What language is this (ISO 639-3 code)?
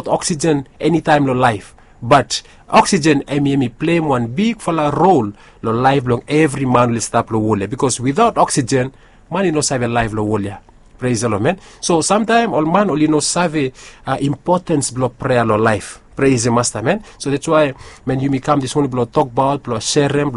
bis